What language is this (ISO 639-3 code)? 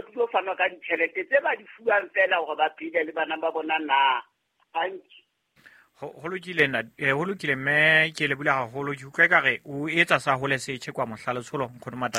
sot